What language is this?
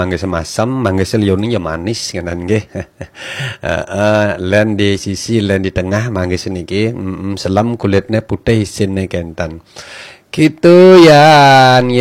Balinese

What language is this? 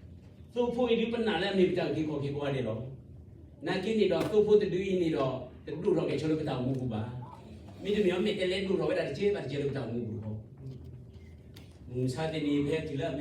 S'gaw Karen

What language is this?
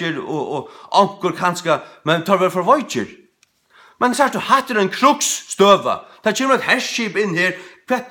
Faroese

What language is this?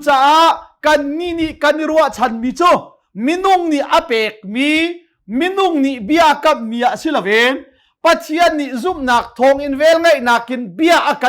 Hakha Chin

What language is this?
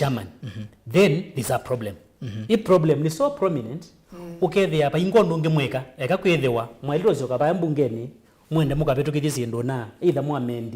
Kamba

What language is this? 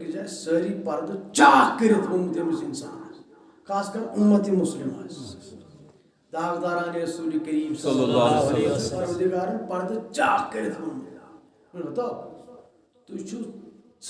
Kashmiri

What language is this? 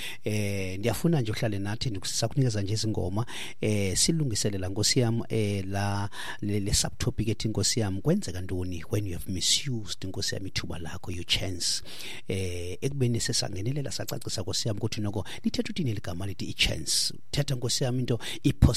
Xhosa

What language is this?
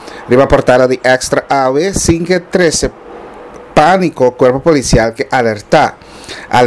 Papiamento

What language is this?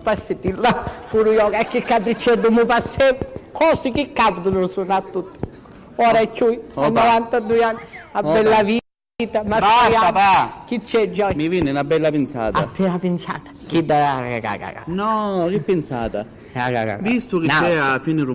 Sicilian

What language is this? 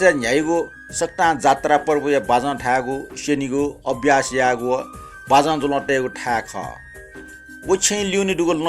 Newari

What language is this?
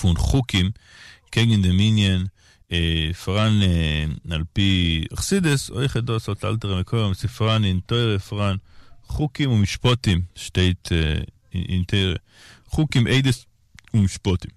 Yiddish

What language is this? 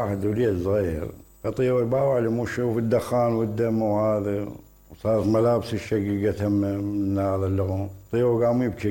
Mesopotamian Arabic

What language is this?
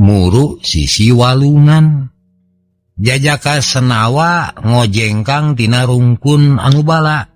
Sundanese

